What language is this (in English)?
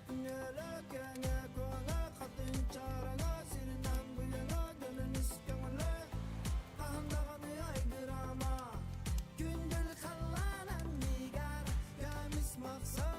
Yakut